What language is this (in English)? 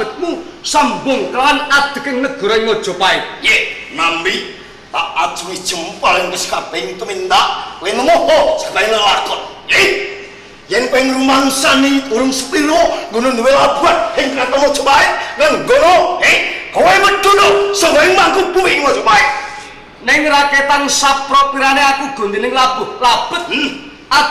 Javanese